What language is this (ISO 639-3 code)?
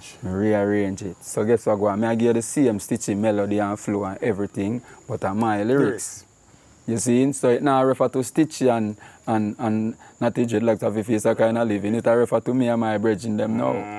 jam